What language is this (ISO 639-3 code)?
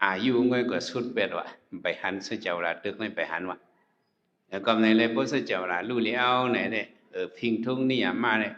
shn